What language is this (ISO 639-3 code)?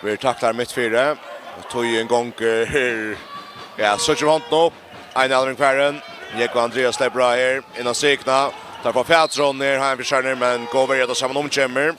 fao